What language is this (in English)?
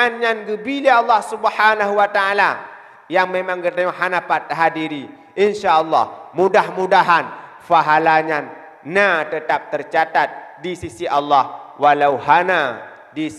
Achinese